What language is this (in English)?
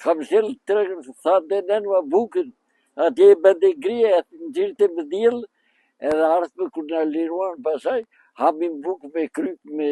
Albanian